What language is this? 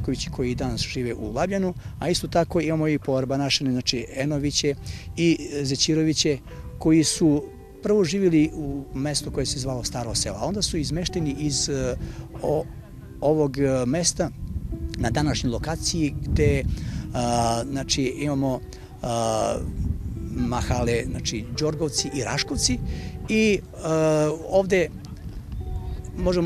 Serbian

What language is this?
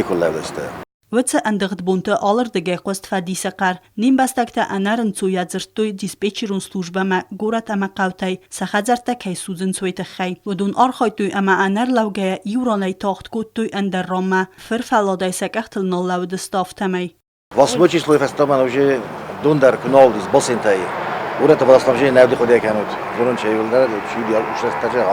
Ossetic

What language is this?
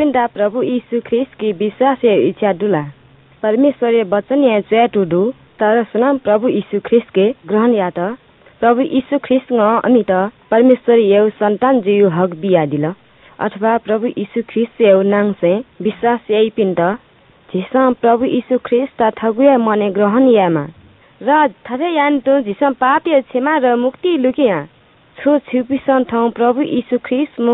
Newari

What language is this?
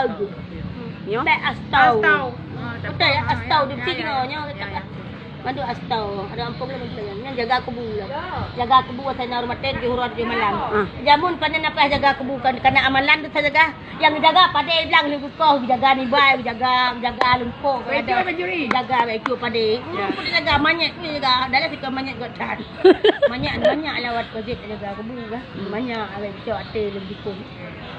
Achinese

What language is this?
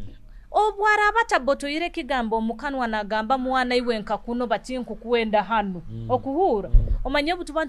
Nyoro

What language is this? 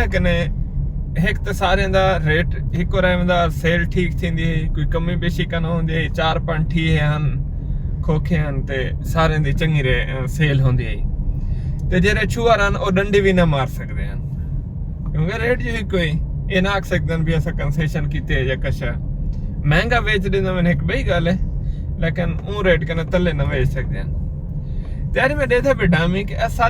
Saraiki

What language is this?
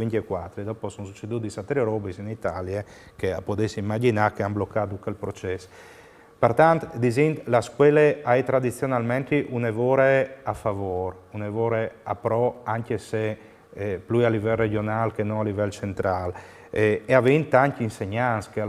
Friulian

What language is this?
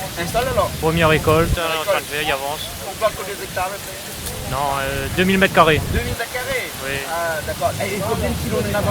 Réunion Creole French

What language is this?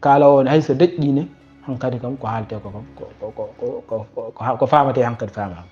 Fula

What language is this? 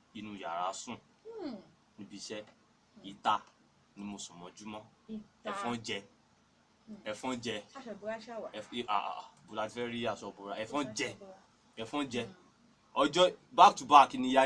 Yoruba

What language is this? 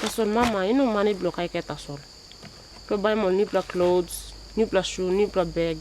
Tok Pisin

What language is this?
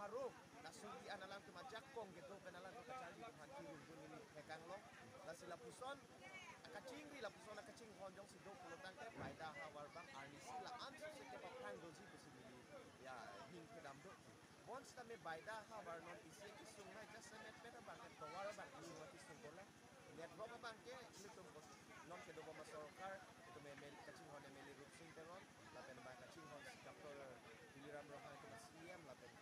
Karbi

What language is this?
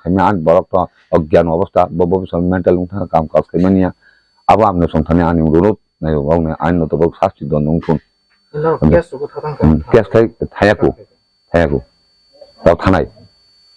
Kok Borok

